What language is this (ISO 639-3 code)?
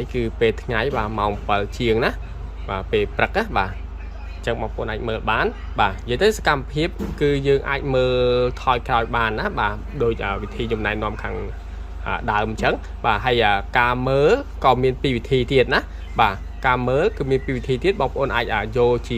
khm